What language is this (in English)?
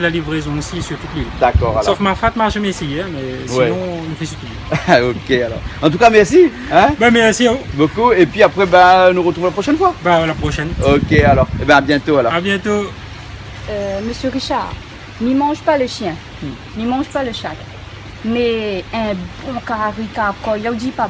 Réunion Creole French